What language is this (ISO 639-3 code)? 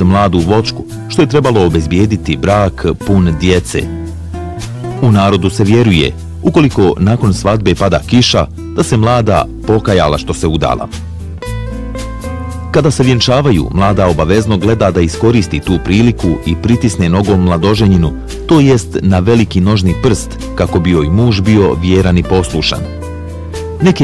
bos